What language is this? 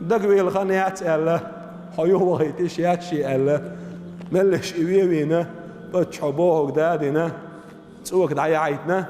Chechen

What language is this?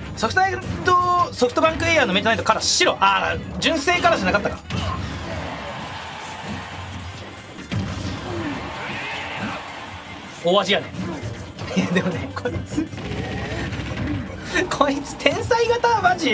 Japanese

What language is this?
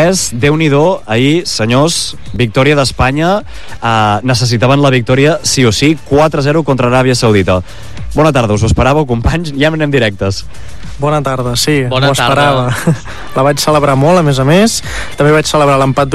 Catalan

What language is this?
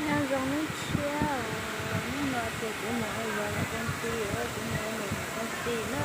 Hmong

